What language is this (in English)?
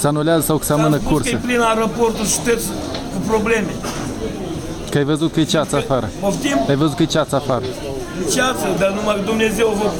Romanian